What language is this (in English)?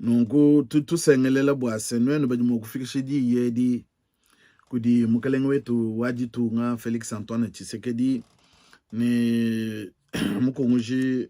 Luba-Lulua